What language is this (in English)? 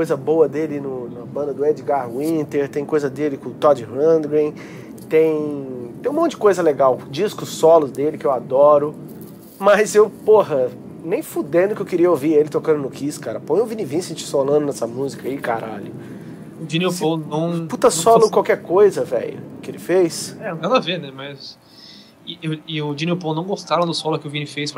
Portuguese